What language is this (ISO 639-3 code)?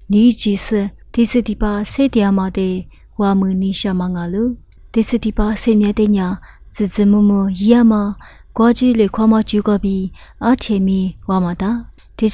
lis